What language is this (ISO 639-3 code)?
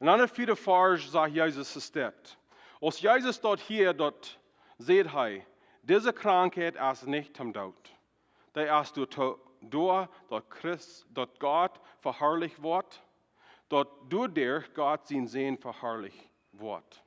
pdt